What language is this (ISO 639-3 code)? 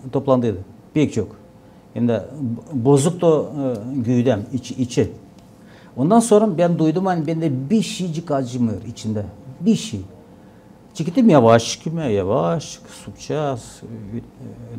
gag